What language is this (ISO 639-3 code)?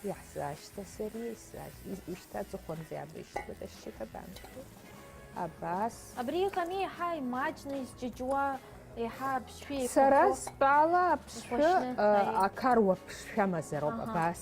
abk